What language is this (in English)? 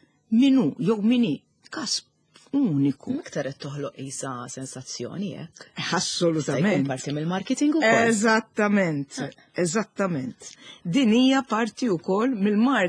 Maltese